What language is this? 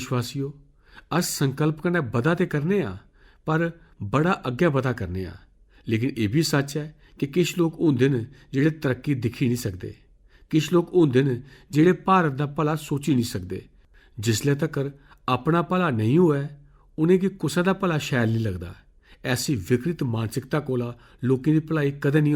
Dogri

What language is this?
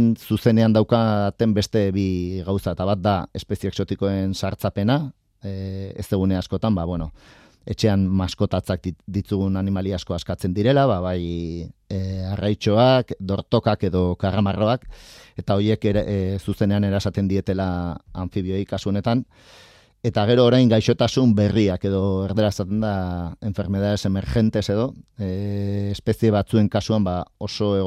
Basque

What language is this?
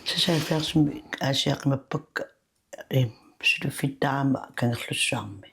Kalaallisut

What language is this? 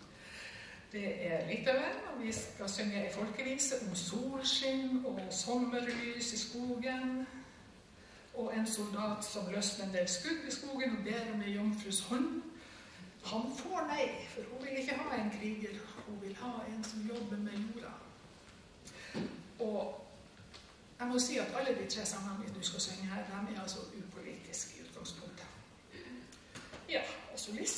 Norwegian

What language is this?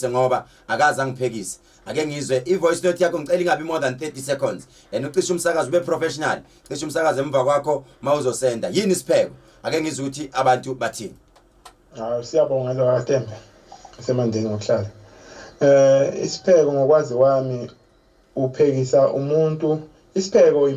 Zulu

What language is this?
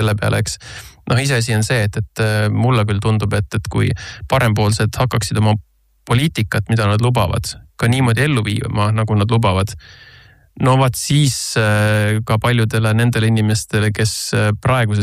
Estonian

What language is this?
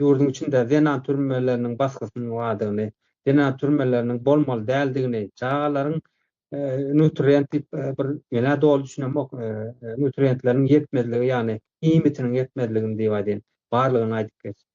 Turkmen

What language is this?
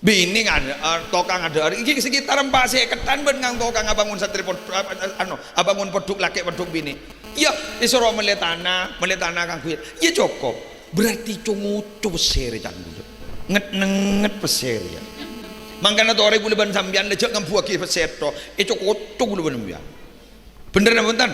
Madurese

